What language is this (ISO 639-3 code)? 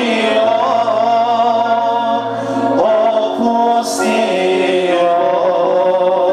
bos